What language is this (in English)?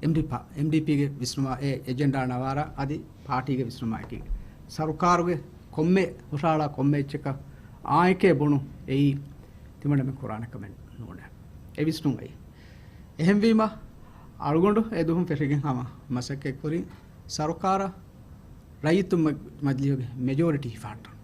Divehi